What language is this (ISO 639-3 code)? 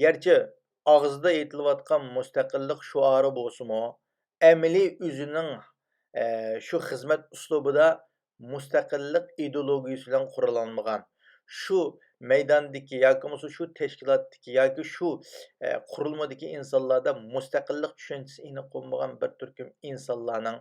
uig